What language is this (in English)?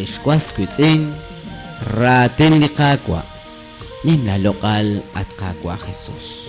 Kekchí